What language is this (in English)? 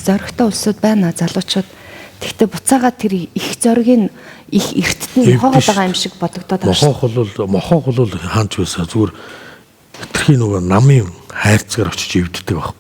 Mongolian